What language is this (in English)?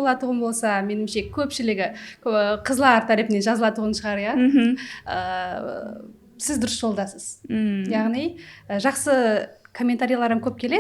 Kara-Kalpak